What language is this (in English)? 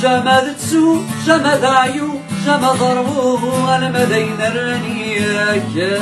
Kabyle